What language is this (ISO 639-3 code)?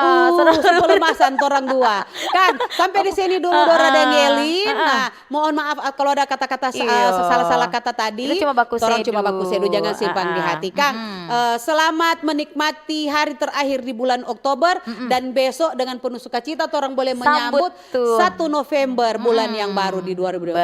xmm